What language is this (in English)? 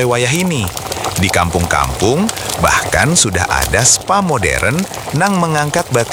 Banjar